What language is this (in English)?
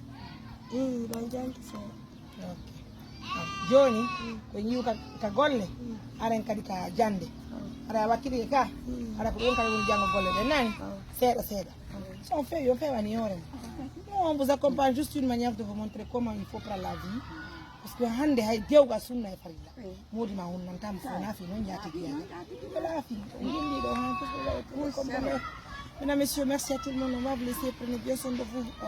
Fula